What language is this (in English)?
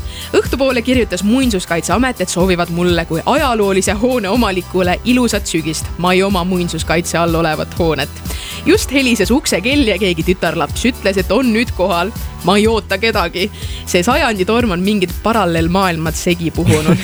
Estonian